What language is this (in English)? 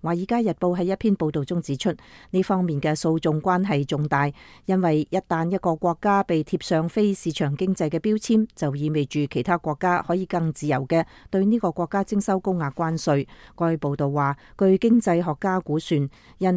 Cantonese